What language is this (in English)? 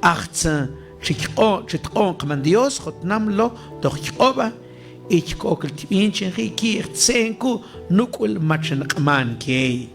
Mam